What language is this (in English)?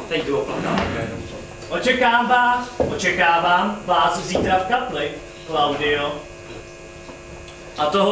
Czech